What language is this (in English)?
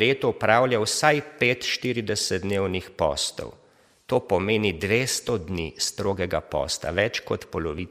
Slovenian